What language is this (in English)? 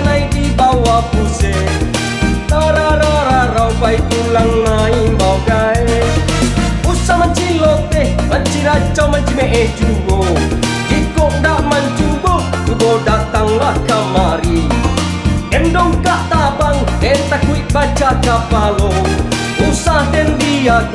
Minangkabau